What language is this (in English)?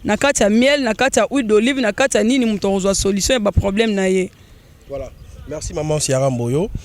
Lingala